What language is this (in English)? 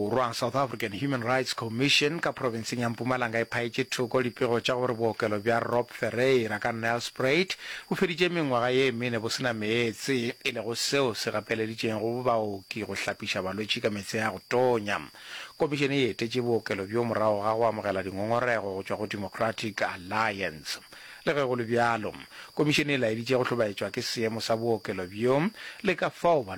Northern Sotho